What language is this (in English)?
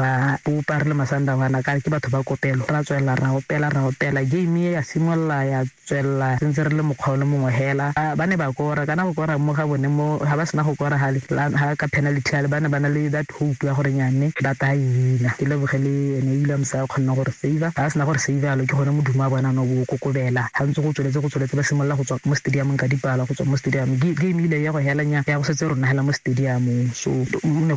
Tswana